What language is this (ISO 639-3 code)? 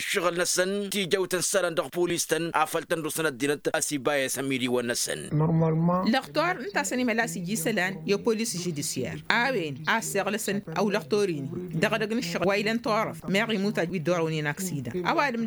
taq